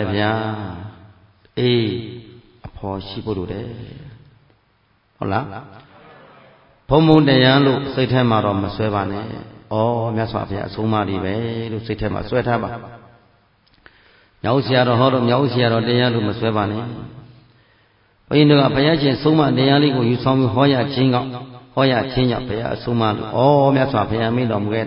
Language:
Burmese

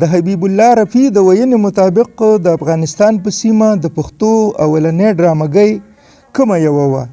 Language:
Pashto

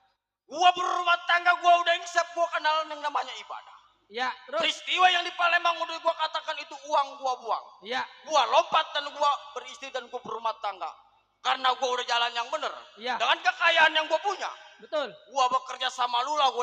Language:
Betawi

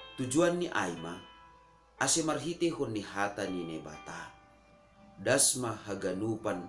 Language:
Batak Simalungun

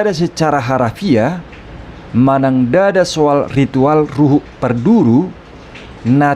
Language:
Batak Toba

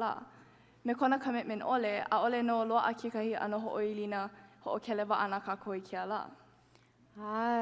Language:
Hawaiian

